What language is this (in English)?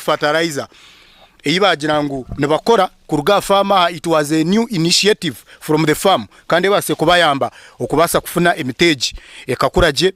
Nyankole